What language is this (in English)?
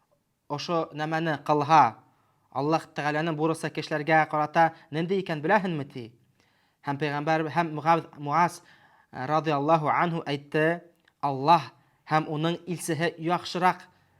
Bashkir